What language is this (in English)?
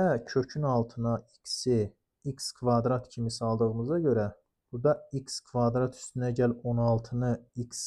Azerbaijani